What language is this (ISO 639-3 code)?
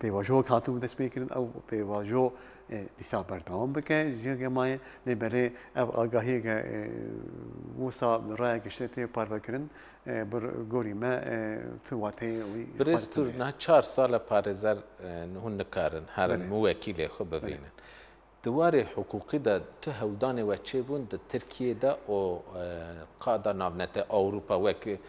kur